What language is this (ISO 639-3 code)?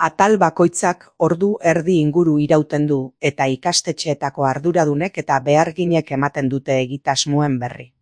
eus